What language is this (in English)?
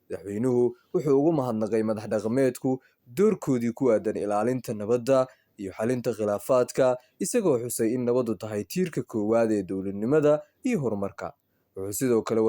Somali